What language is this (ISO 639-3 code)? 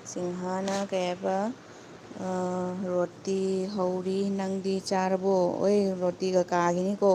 mni